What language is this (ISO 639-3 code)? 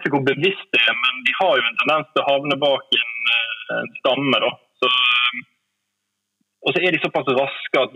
nor